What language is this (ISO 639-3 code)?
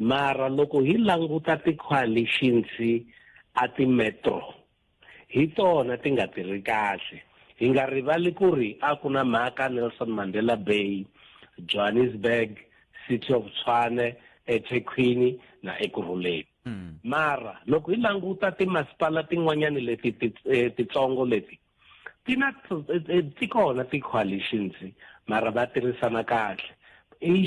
tso